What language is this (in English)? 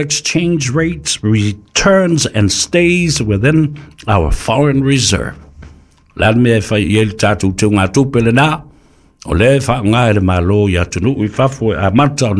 Samoan